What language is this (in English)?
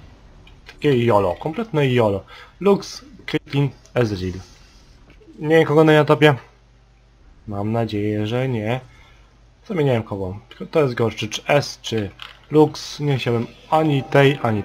Polish